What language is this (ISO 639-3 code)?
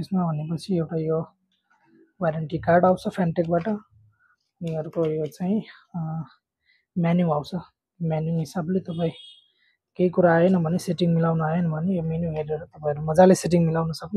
nep